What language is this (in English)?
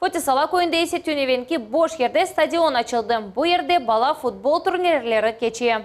Crimean Tatar